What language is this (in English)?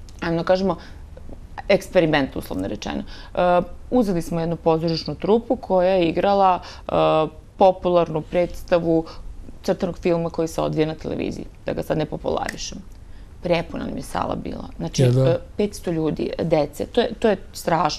Serbian